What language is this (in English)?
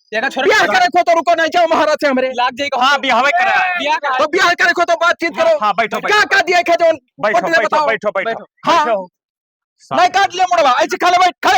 Awadhi